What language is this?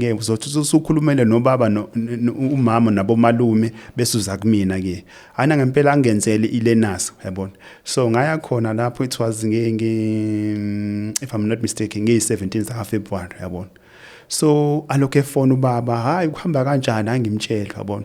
Zulu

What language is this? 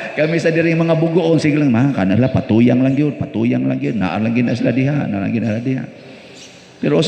Cebuano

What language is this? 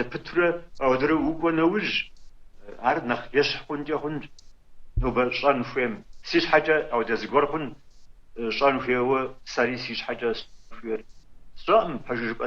Kabardian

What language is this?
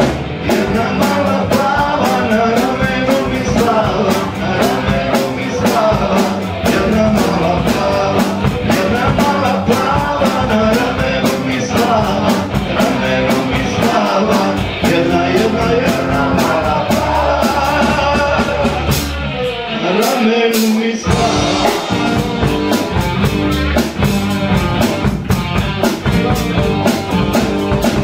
Serbian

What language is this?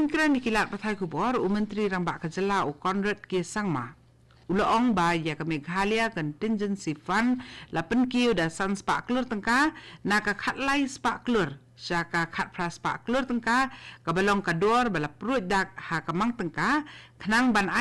Khasi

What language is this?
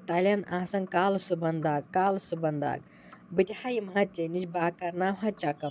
Kashmiri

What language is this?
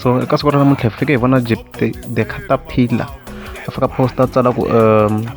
Tsonga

